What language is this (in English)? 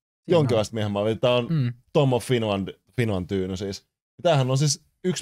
Finnish